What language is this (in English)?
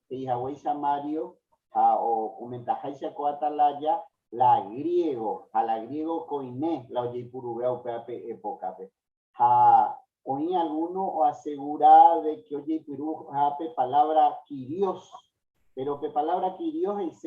Guarani